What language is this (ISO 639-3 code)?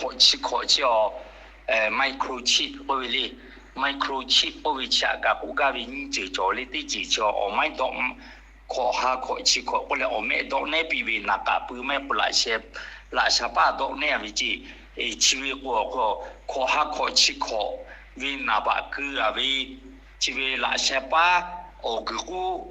lhu